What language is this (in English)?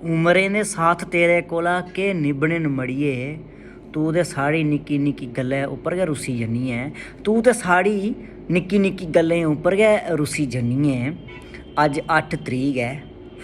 Dogri